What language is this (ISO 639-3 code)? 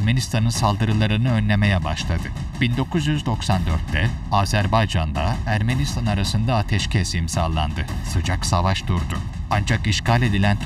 tur